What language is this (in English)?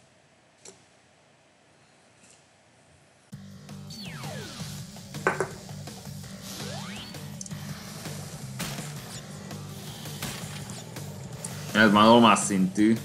Hungarian